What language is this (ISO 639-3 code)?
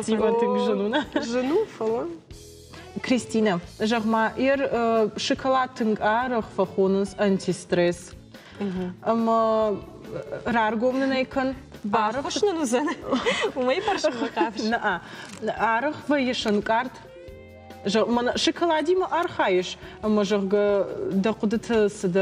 oss